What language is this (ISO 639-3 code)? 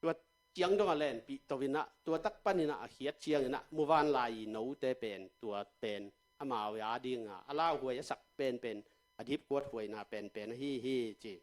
ctd